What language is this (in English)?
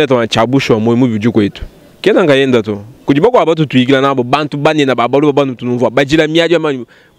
Luba-Lulua